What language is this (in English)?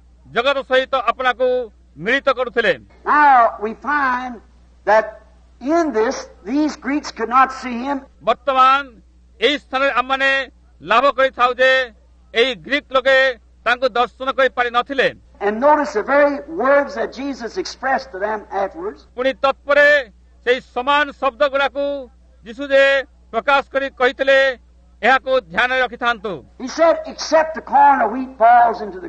Odia